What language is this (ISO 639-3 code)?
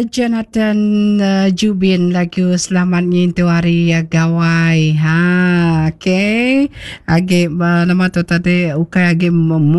iba